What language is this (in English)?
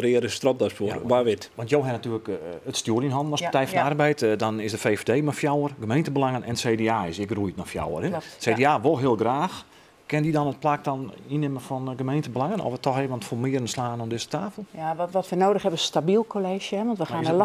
Western Frisian